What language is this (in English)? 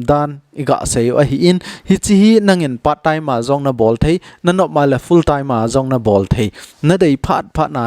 Thado Chin